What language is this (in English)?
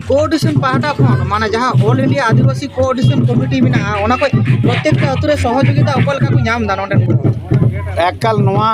Santali